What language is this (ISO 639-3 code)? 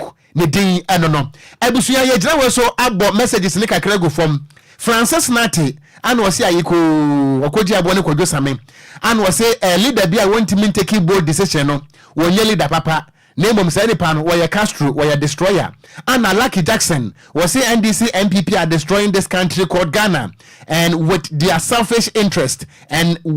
aka